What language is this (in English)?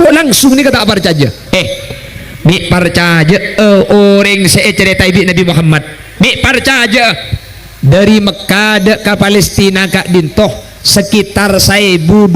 Madurese